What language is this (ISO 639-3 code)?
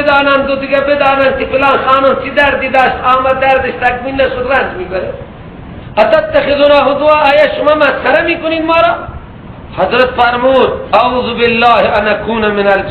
fas